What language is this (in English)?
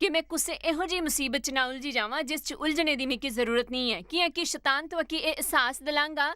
Dogri